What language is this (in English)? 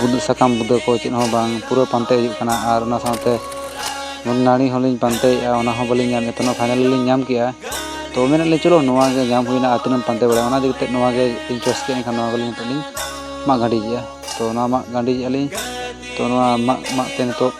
Santali